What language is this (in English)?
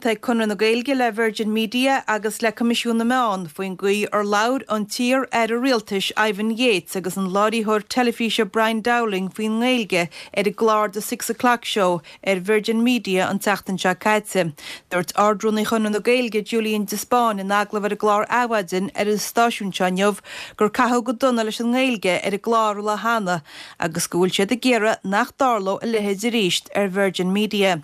Irish